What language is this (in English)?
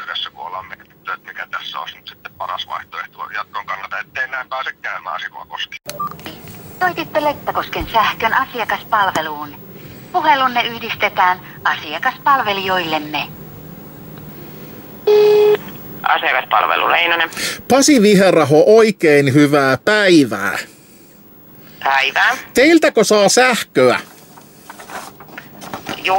Finnish